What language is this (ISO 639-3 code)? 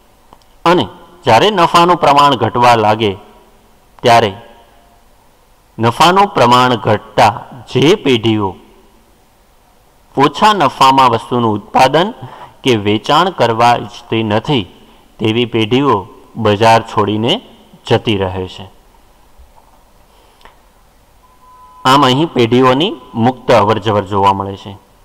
guj